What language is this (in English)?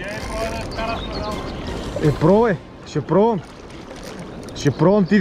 Bulgarian